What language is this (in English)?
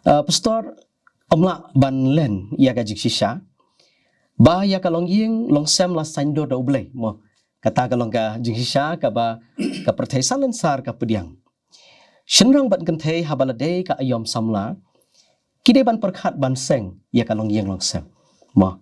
Khasi